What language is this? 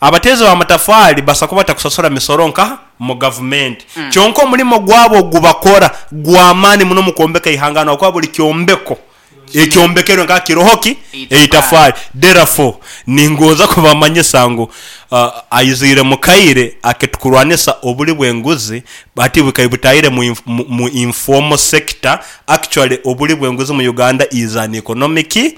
Nyankole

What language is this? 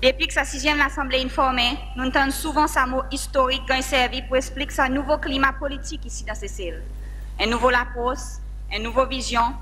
Seselwa Creole French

